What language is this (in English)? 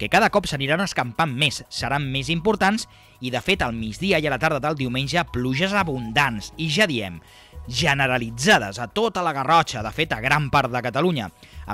Catalan